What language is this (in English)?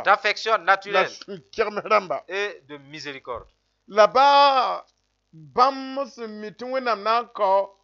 Mossi